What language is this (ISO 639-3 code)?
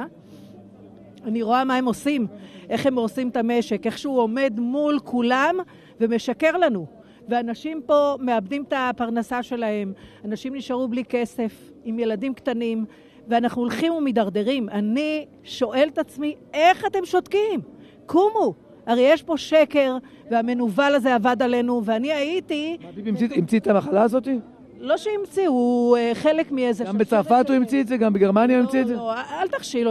heb